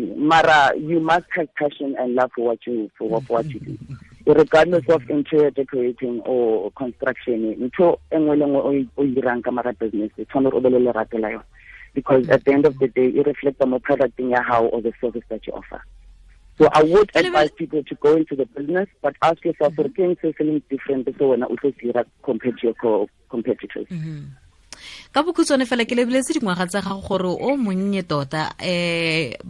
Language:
Tswana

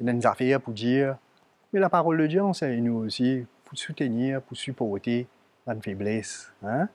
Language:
Morisyen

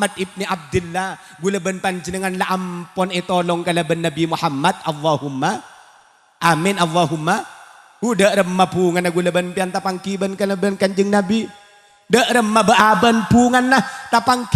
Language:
Madurese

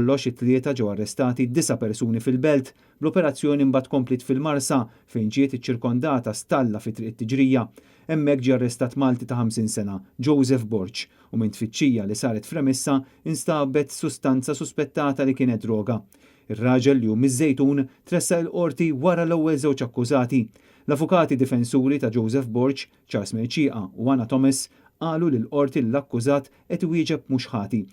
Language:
Maltese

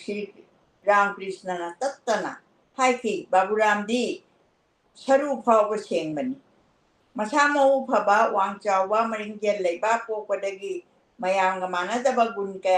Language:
Manipuri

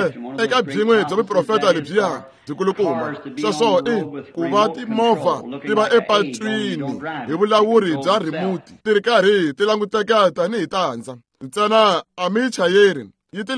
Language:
Tsonga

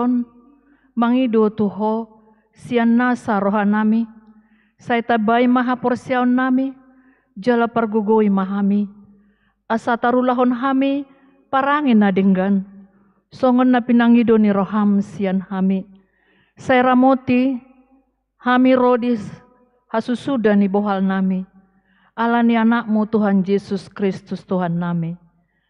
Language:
Batak Toba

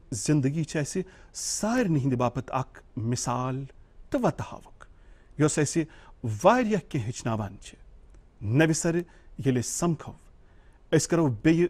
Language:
Kashmiri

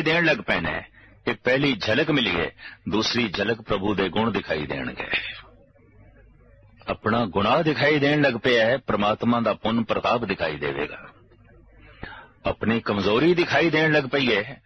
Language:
Punjabi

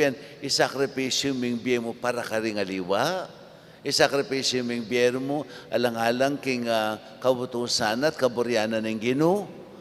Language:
Pampanga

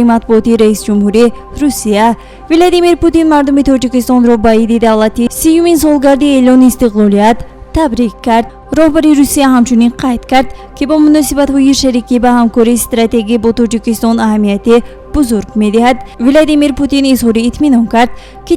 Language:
Tajik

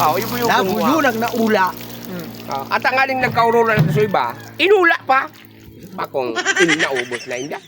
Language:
Bikol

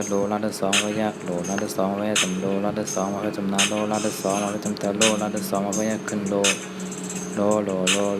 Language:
Shan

